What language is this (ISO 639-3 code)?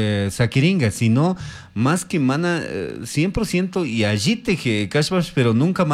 qug